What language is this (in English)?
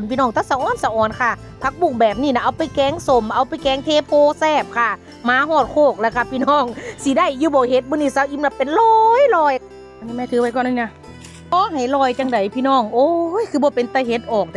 Northeastern Thai